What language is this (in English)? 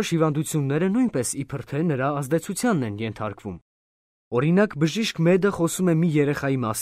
Armenian